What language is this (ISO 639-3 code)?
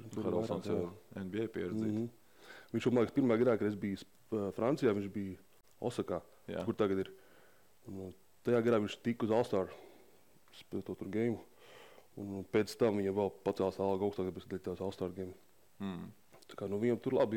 lav